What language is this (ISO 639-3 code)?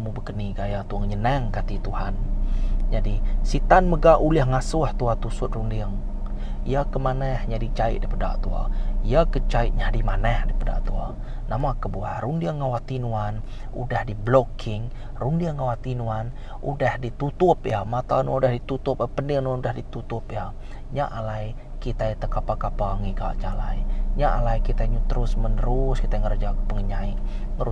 iba